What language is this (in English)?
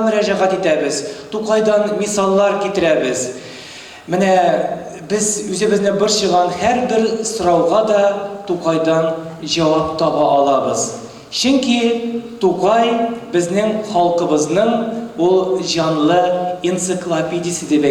Tatar